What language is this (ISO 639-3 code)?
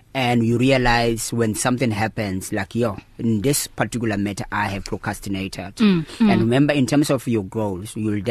eng